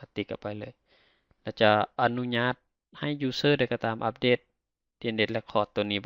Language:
Lao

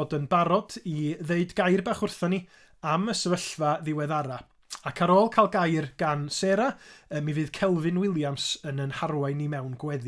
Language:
Welsh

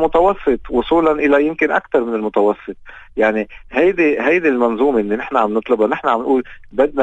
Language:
North Levantine Arabic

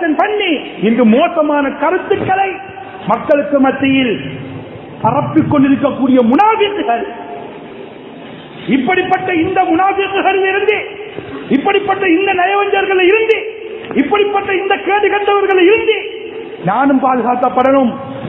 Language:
Tamil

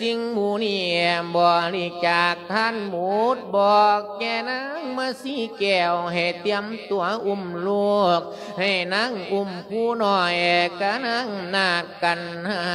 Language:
Lao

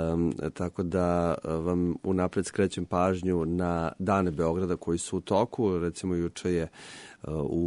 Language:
Serbian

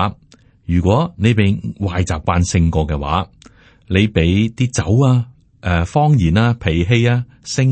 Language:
Cantonese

